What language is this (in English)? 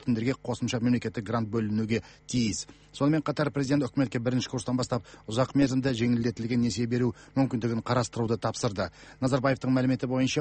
Kazakh